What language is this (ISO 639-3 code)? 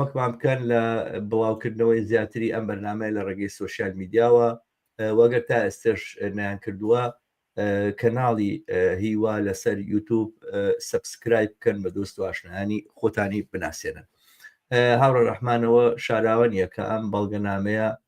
ckb